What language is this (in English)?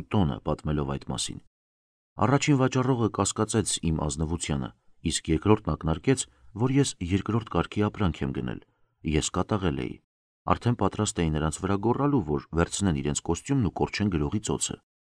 Armenian